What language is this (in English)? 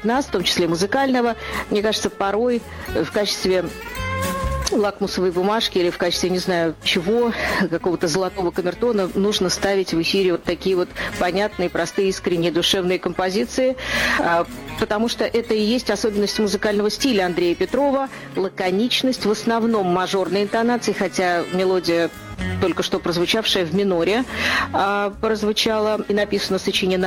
Russian